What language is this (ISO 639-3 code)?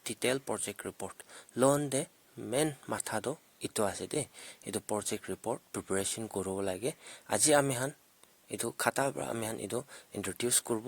nag